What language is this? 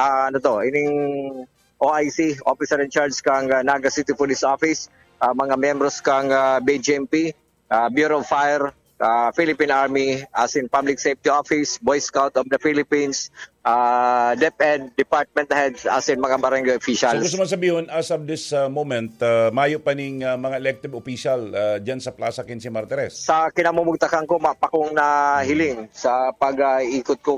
Bikol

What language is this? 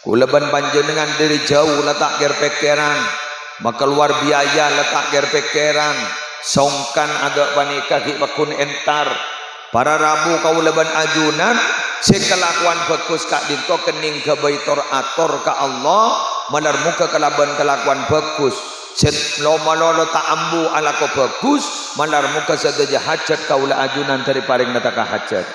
Madurese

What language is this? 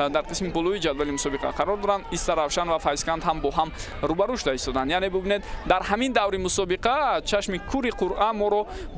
Tajik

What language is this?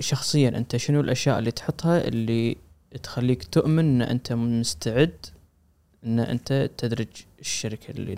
Gulf Arabic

